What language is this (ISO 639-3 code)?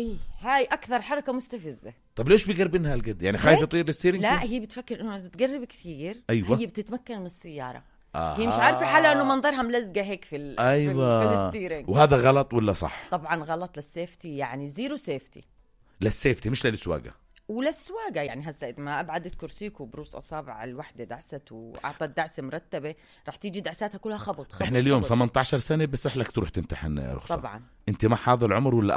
apc